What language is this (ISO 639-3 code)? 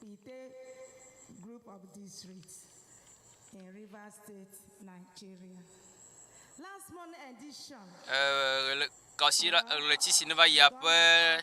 ewe